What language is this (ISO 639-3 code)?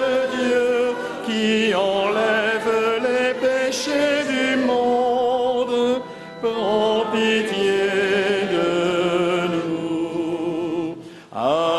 fra